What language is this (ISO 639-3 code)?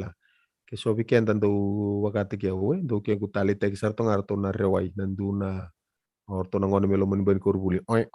fij